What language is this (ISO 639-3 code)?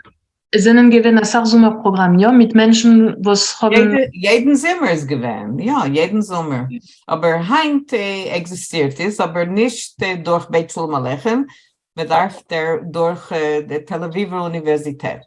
yid